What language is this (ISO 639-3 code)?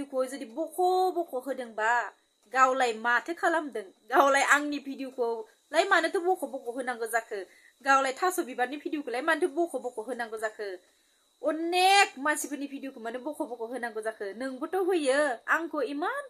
brx